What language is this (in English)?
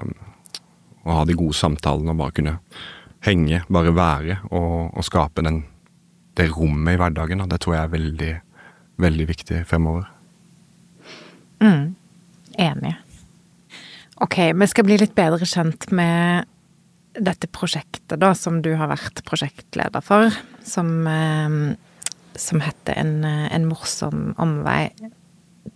Norwegian